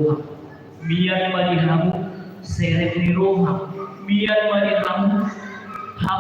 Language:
Batak Toba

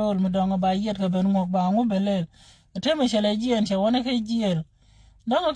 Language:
Nuer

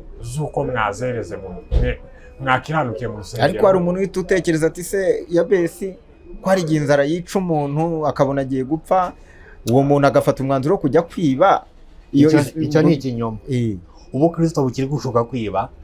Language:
Kinyarwanda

